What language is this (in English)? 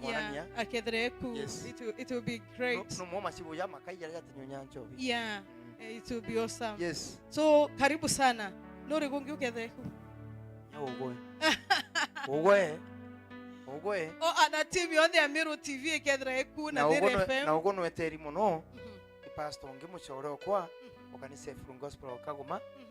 Meru